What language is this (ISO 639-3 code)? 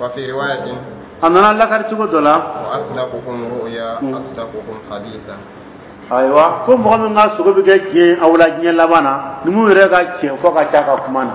dyu